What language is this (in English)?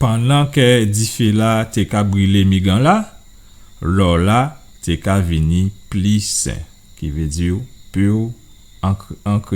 Guadeloupean Creole French